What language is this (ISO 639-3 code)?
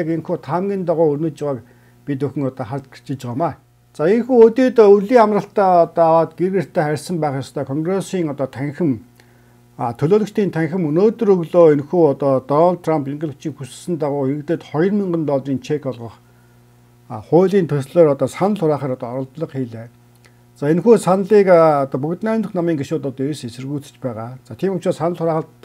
mon